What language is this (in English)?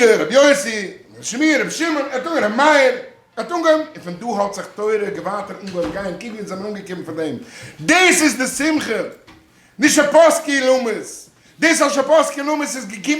Yiddish